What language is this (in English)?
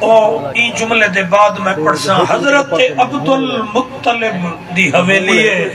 Saraiki